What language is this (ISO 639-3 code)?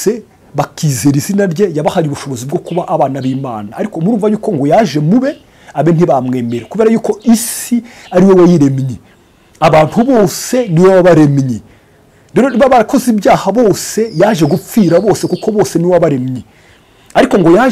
kin